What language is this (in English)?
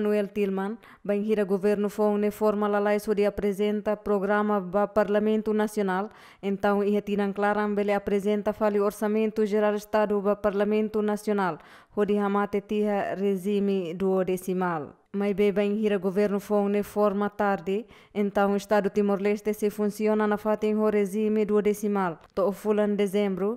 Tetum